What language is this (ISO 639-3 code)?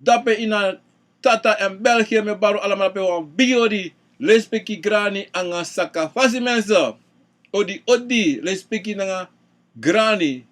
srn